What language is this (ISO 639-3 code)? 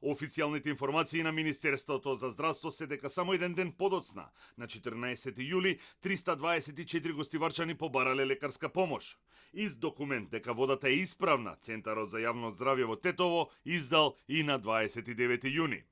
mkd